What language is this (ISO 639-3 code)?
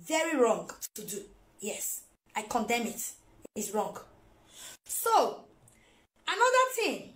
pcm